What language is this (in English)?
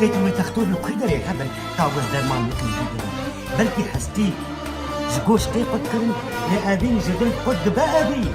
Kurdish